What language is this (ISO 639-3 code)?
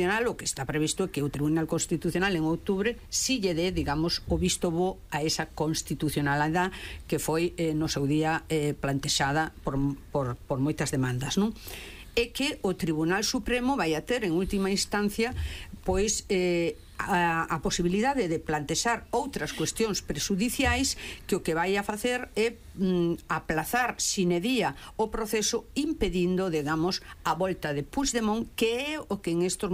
glg